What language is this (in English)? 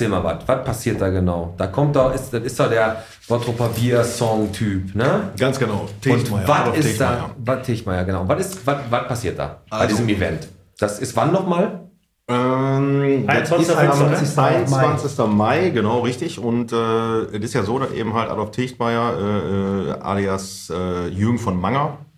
German